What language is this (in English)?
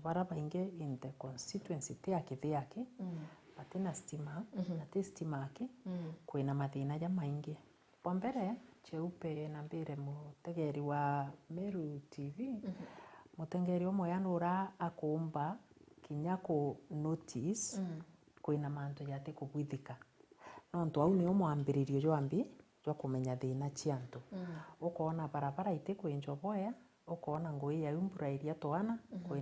Meru